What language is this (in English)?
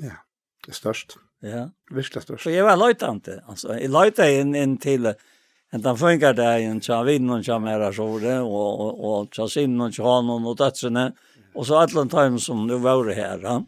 Faroese